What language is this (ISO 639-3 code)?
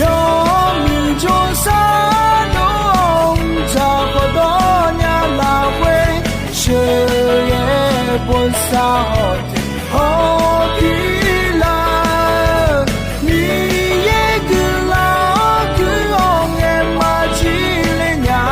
ahk